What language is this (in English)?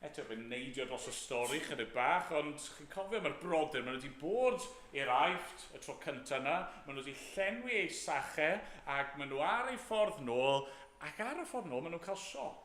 Welsh